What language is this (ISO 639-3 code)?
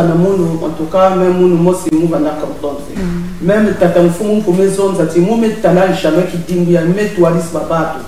mkw